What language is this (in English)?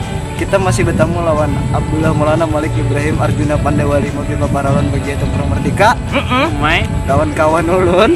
Banjar